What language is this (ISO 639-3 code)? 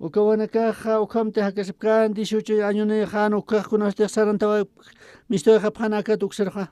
aym